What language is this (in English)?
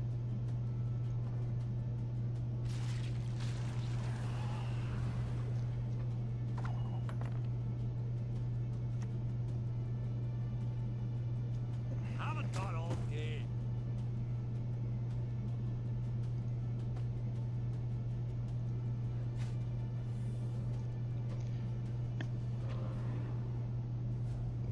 English